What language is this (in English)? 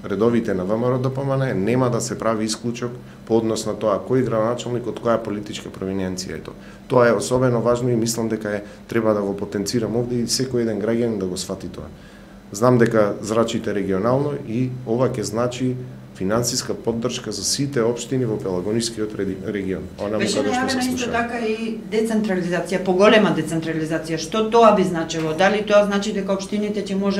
Macedonian